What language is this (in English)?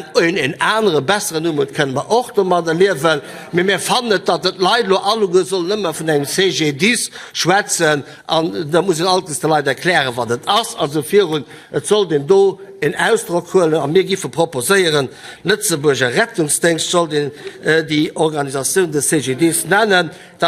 Luxembourgish